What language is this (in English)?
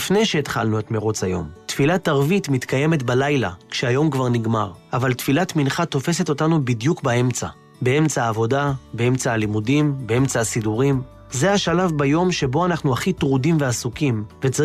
Hebrew